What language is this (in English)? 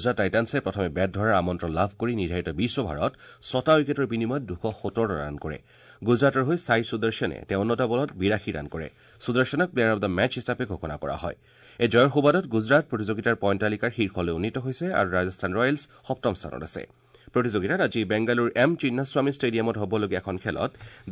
Assamese